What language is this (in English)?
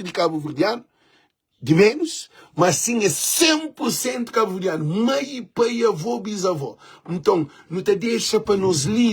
Kabuverdianu